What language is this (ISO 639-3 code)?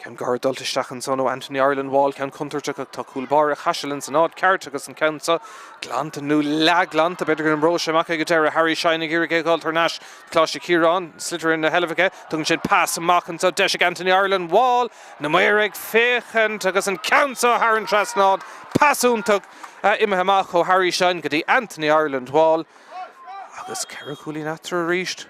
gle